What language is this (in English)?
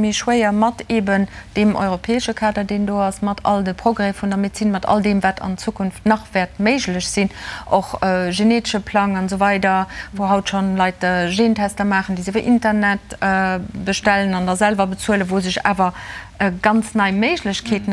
Luxembourgish